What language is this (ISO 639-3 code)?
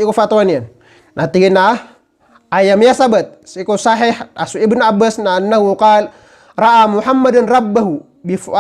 mrw